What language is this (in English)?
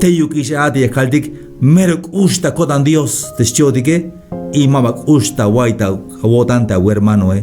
Tzeltal